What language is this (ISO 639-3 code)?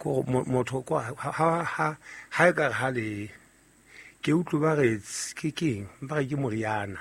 sot